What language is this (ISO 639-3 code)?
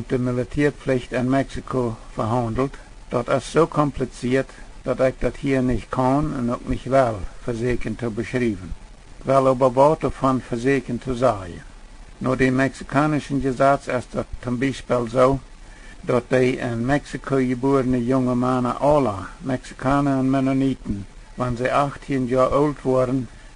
pdt